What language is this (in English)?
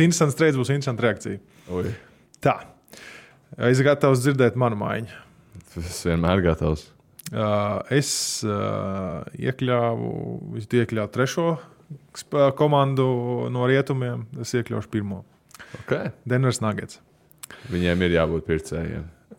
Latvian